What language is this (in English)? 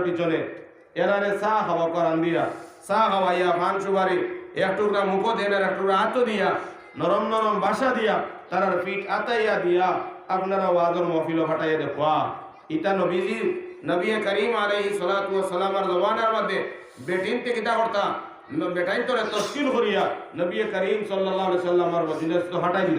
Sylheti